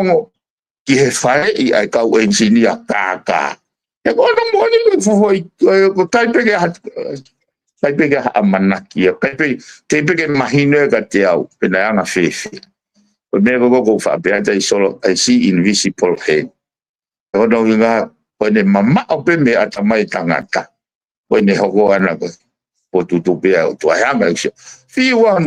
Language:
Tongan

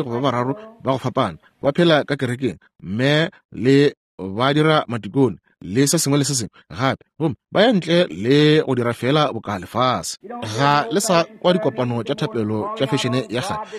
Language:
Northern Sotho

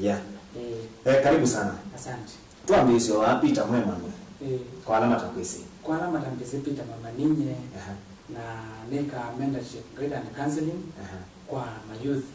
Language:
Kamba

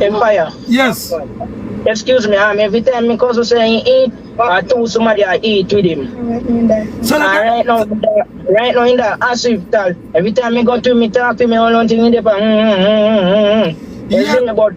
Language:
Jamaican Creole English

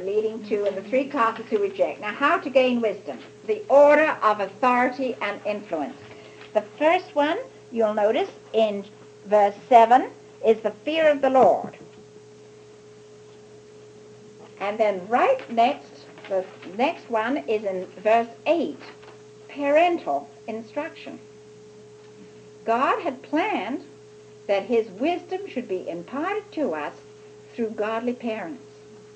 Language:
English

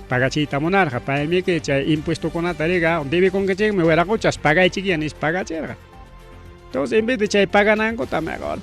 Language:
Ayacucho Quechua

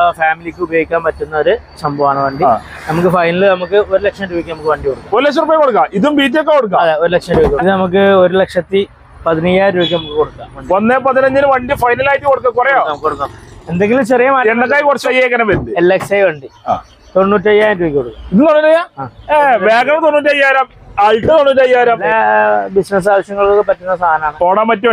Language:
Malayalam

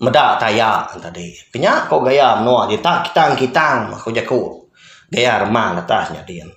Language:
Iban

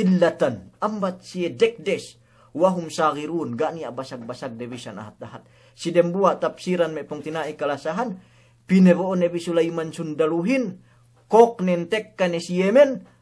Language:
Yakan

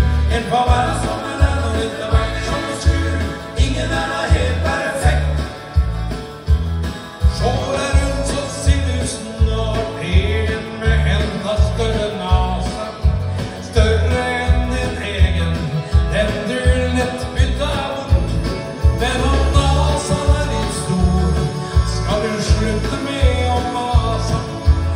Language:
Norwegian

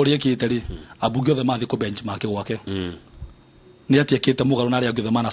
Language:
Kikuyu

